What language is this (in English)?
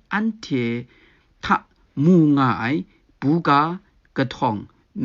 Kachin